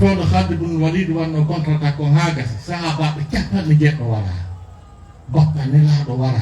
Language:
Fula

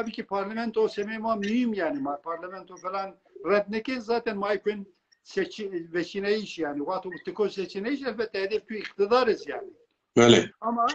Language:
Zaza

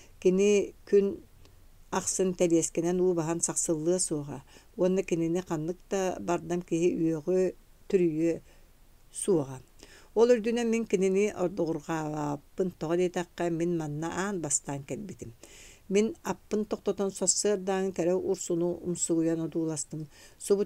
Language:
Yakut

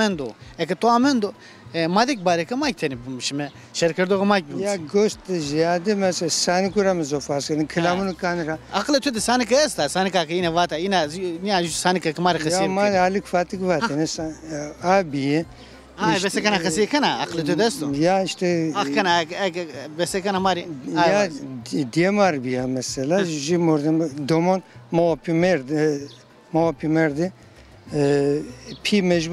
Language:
Zaza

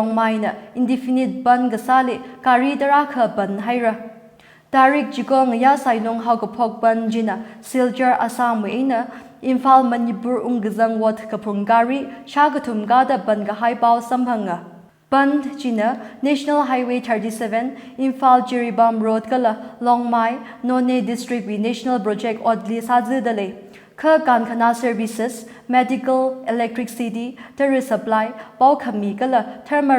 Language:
Tangkhul Naga (India)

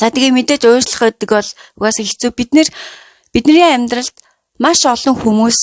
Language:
Mongolian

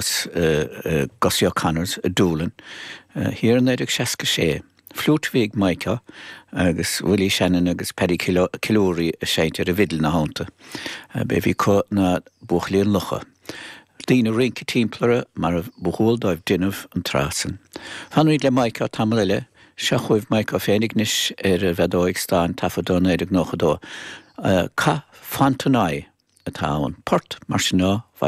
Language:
Irish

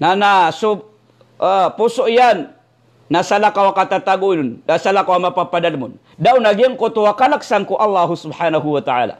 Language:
Maranao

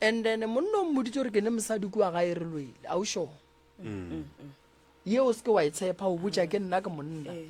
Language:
Northern Sotho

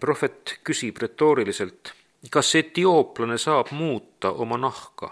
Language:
Estonian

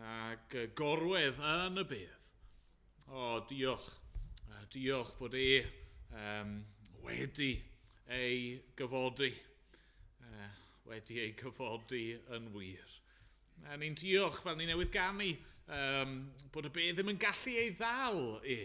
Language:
Welsh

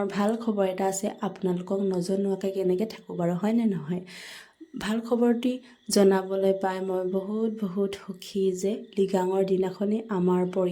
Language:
Assamese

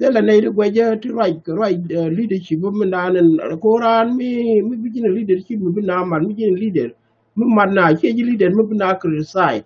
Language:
Nuer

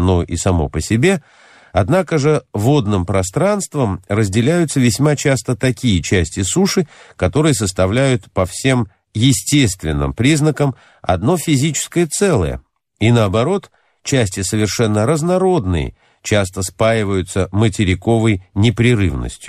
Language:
Russian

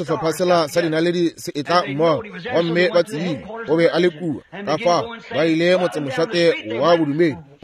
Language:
Northern Sotho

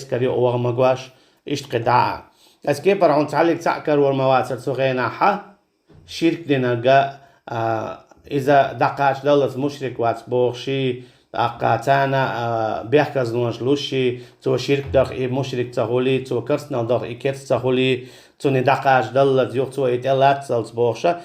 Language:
Chechen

